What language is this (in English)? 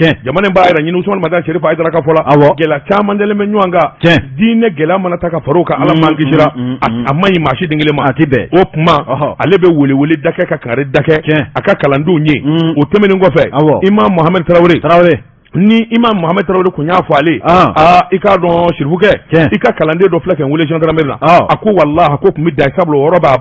Bambara